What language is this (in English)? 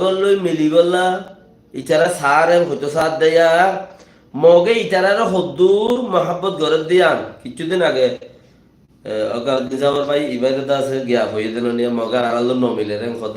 Rohingya